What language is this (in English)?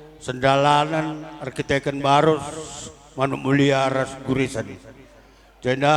Batak Karo